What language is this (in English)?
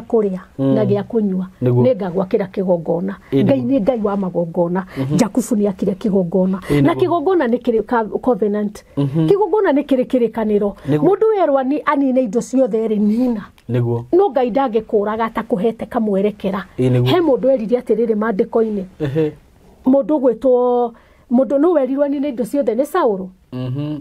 Kikuyu